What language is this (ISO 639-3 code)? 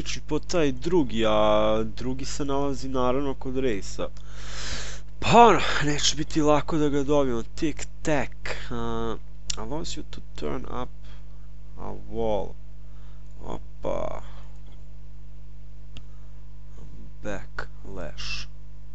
hrv